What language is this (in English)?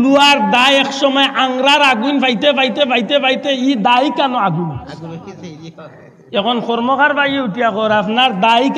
Sylheti